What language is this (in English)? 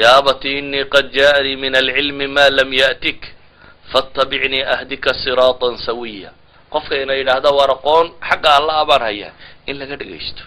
Somali